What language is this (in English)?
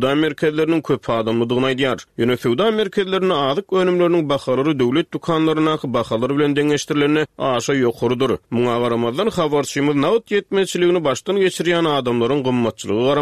Turkmen